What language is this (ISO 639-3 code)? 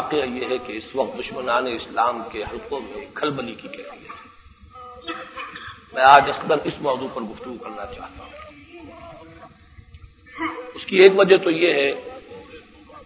urd